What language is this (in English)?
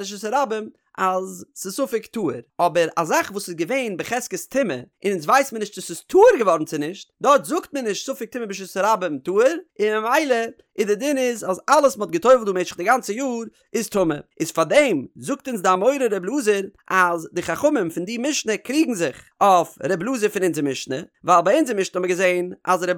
Yiddish